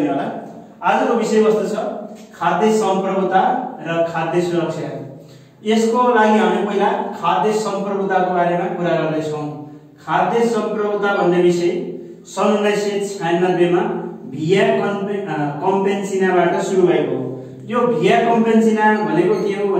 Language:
Nepali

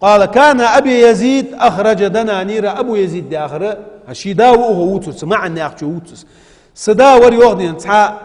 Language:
Ingush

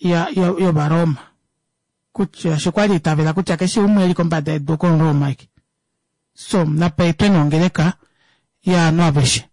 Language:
Kuanyama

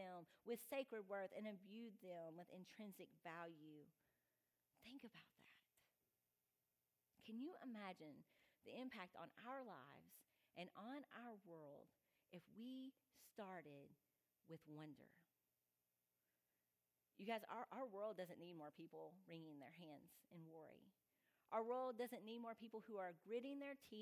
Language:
English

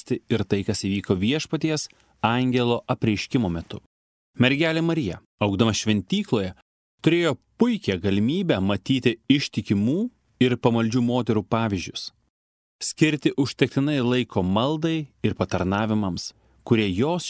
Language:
Lithuanian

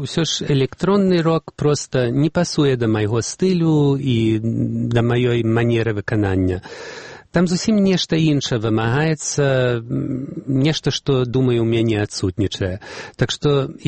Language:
Belarusian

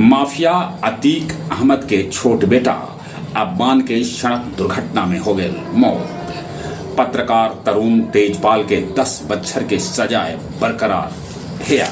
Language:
Magahi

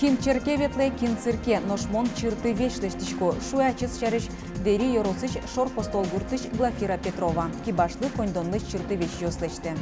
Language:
Udmurt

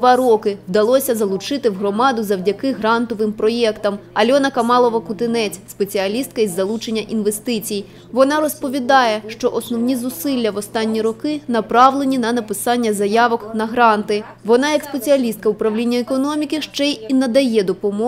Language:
Ukrainian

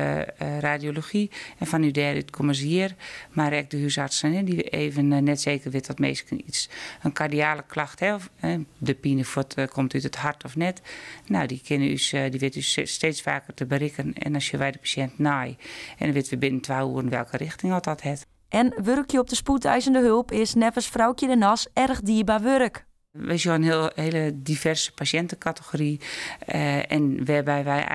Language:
Western Frisian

